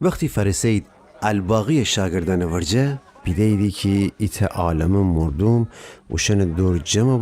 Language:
Gilaki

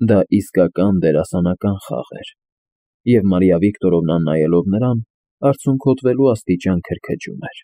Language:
Armenian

